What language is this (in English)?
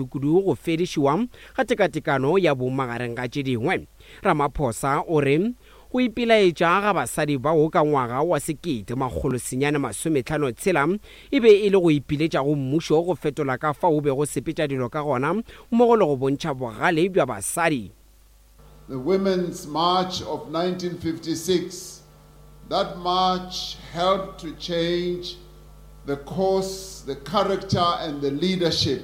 Northern Sotho